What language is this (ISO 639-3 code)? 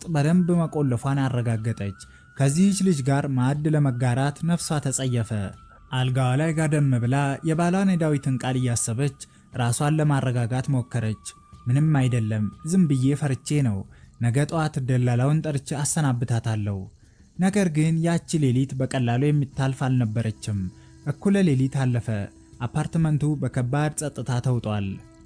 amh